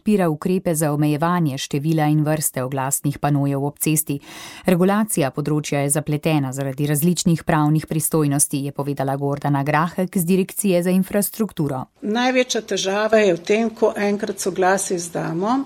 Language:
Slovenian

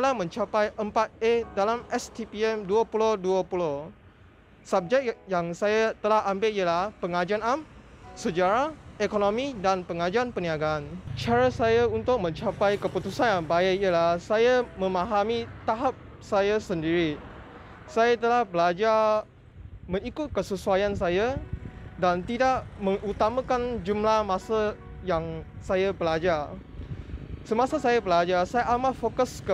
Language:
Malay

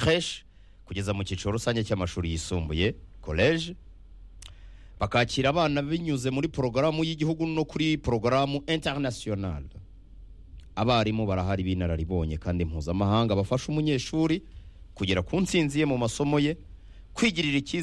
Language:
Kinyarwanda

